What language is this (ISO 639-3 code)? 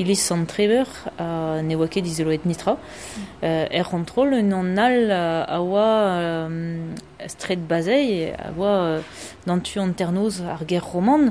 bre